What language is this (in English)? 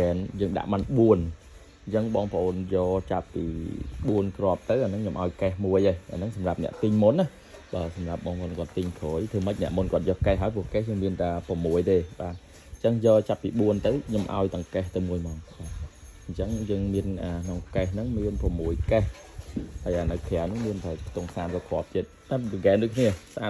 Khmer